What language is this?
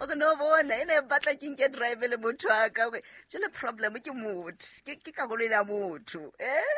Southern Sotho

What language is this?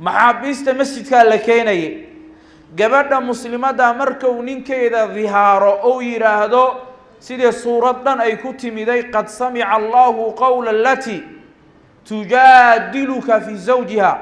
Somali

